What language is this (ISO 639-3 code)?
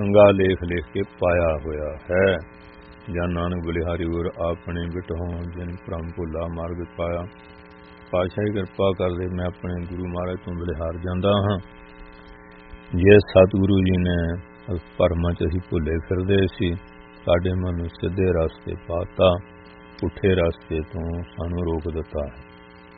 pan